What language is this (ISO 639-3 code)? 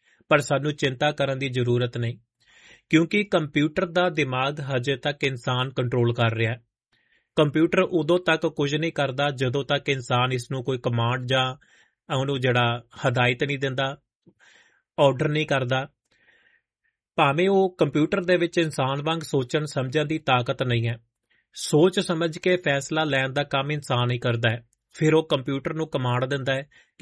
pan